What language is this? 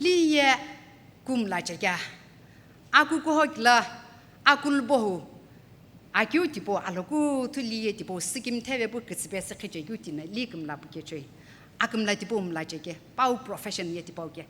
Sumi Naga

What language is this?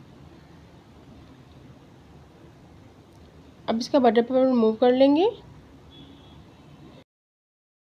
Hindi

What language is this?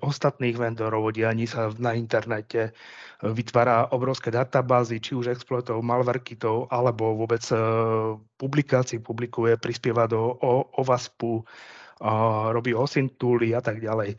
Slovak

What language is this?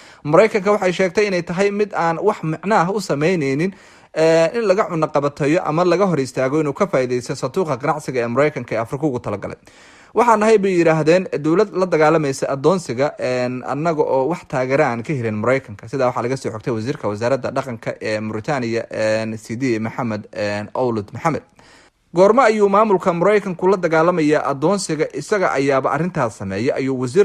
Somali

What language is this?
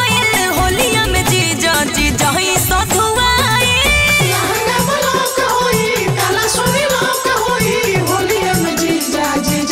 Bhojpuri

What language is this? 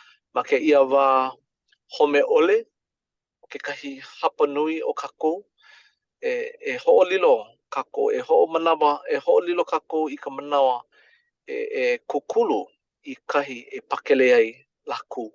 Hawaiian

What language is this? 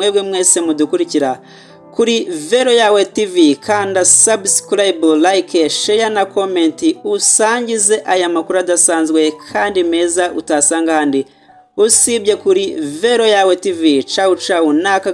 Kinyarwanda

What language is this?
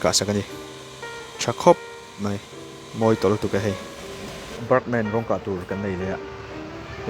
Mizo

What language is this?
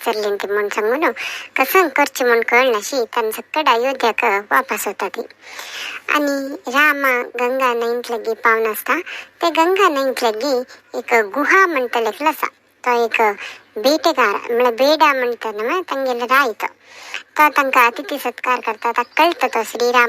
Konkani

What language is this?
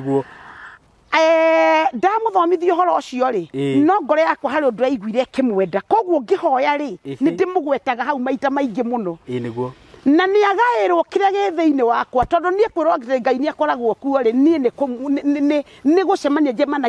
Kikuyu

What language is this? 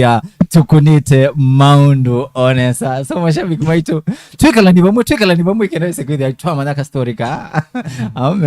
Kamba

